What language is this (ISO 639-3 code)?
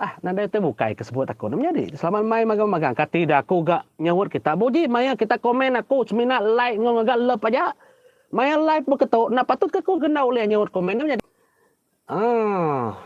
iba